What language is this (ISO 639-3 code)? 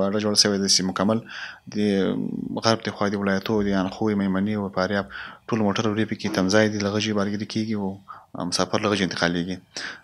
pus